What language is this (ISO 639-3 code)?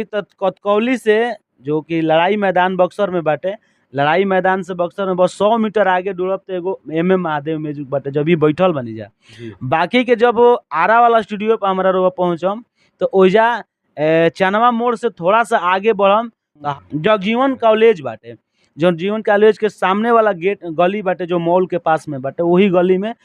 bho